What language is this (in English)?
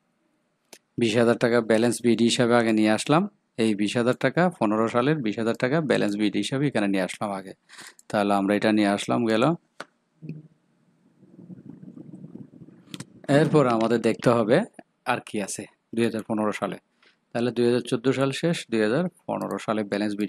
Bangla